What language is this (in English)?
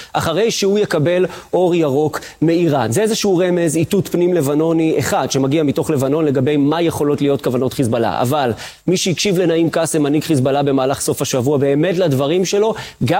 Hebrew